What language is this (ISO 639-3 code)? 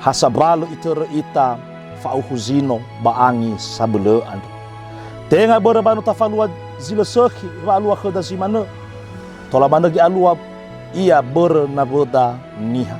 nia